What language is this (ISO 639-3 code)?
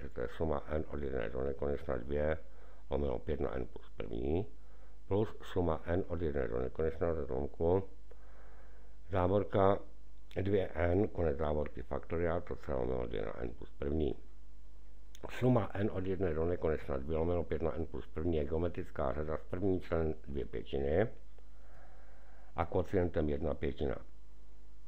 ces